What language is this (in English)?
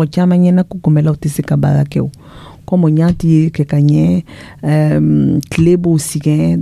Dyula